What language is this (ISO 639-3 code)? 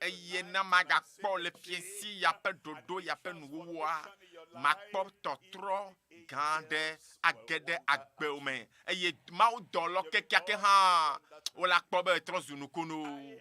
ewe